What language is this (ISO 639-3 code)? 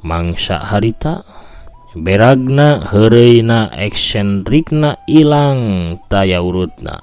sun